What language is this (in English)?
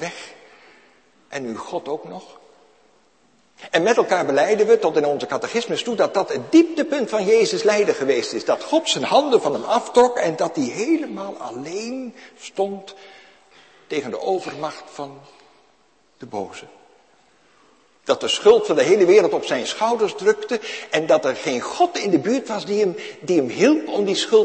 Dutch